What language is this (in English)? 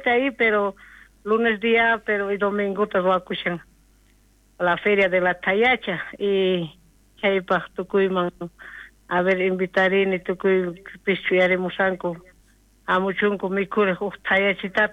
South Bolivian Quechua